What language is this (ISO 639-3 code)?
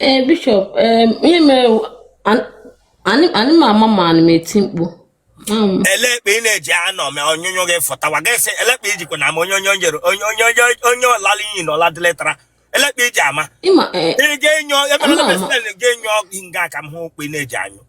ibo